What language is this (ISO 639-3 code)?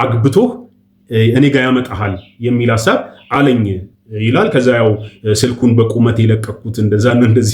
amh